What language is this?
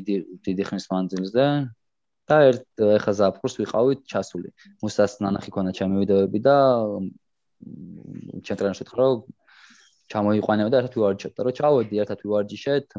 Georgian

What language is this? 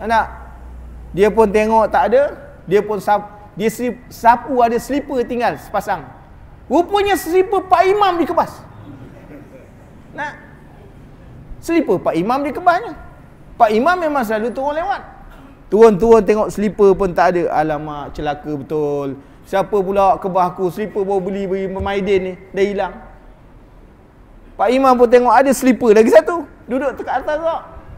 Malay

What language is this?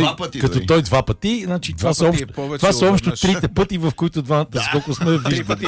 Bulgarian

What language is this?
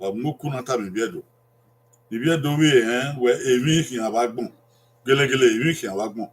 Bini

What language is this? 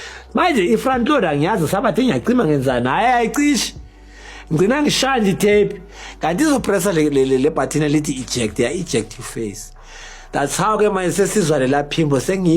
Zulu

